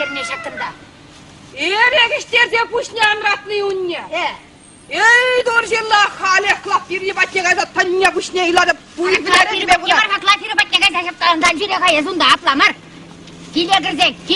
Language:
Chuvash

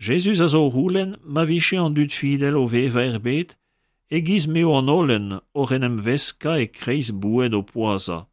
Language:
Breton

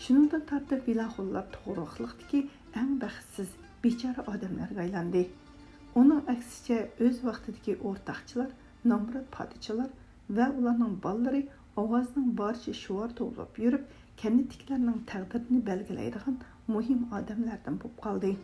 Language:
Uyghur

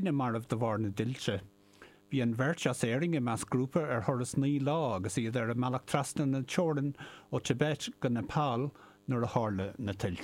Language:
Irish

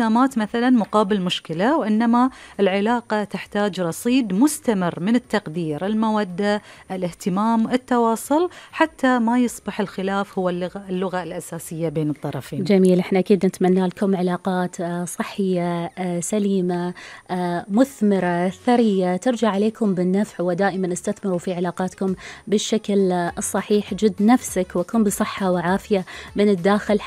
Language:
Gulf Arabic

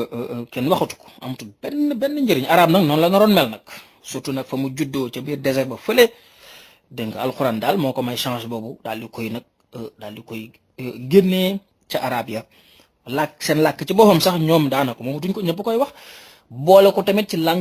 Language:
Wolof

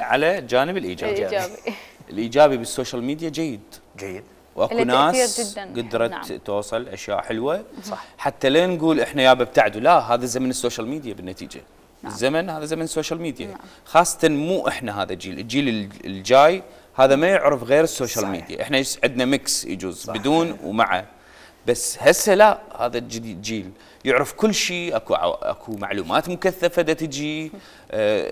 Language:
Mesopotamian Arabic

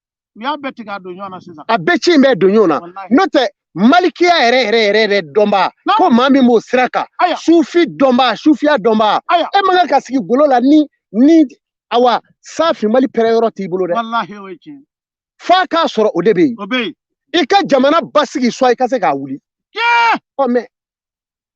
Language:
Bambara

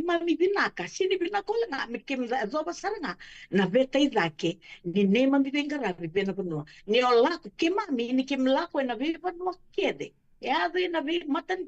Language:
Fijian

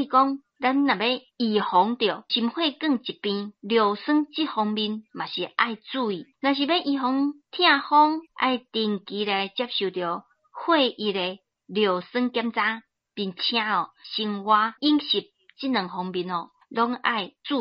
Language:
Min Nan Chinese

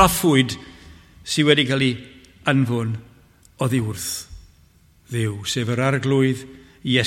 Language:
Welsh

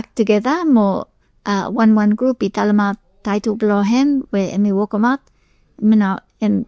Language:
Bislama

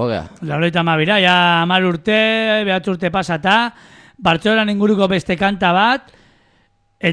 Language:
Basque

